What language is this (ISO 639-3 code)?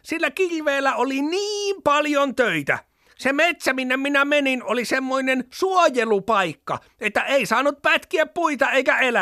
fin